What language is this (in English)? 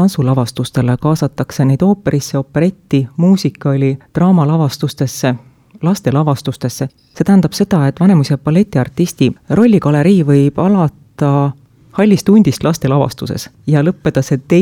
Estonian